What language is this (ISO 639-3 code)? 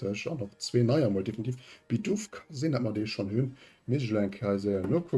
ltz